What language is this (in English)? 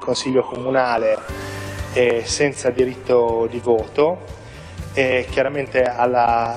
Italian